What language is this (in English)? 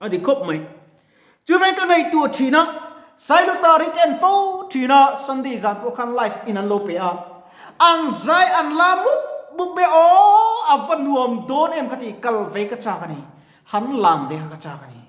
Mizo